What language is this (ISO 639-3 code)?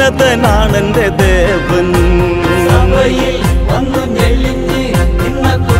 mal